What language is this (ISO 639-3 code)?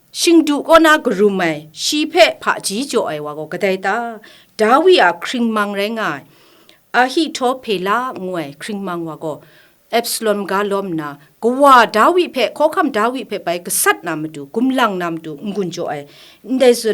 kac